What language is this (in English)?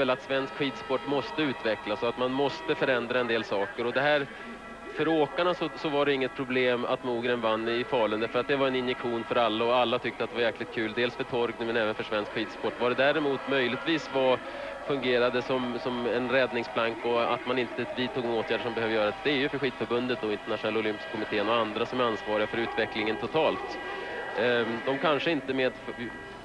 Swedish